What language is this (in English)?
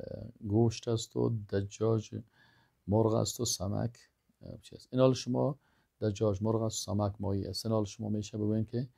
Persian